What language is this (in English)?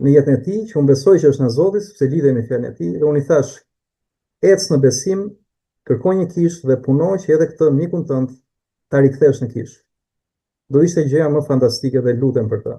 Albanian